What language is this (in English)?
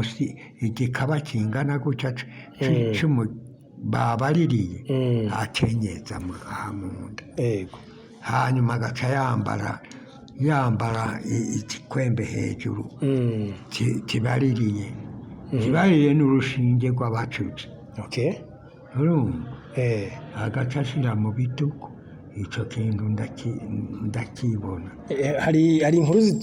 Rundi